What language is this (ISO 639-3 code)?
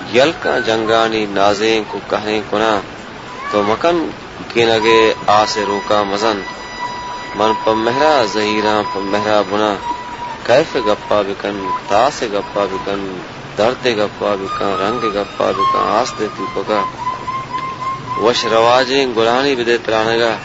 bal